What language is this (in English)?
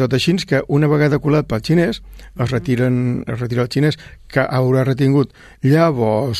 Catalan